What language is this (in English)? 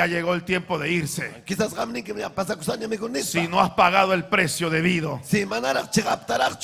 Ayacucho Quechua